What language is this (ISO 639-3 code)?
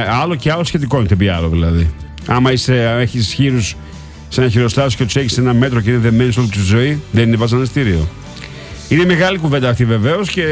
ell